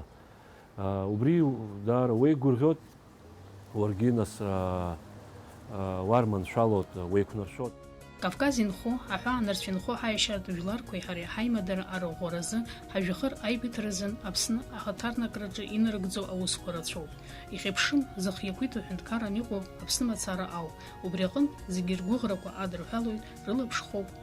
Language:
Abkhazian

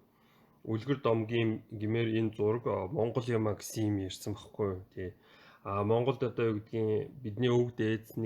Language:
Mongolian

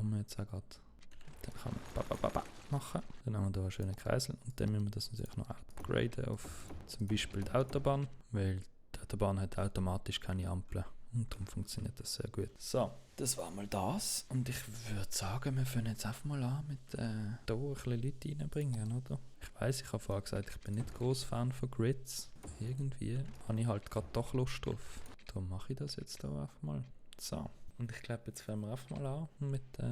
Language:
Swiss German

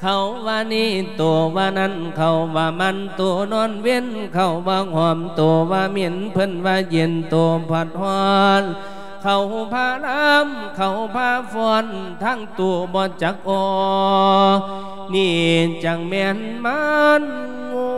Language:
Lao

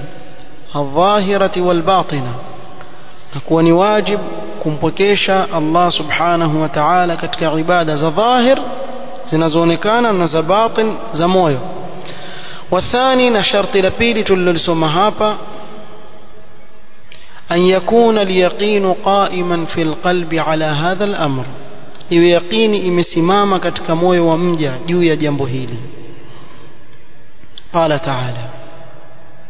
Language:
Swahili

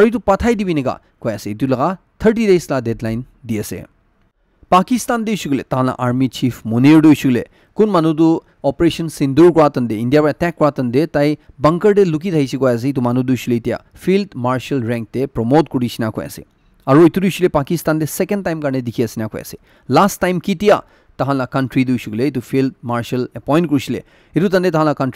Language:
Naga Pidgin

